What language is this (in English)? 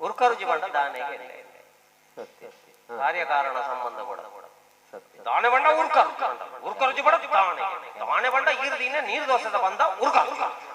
Tulu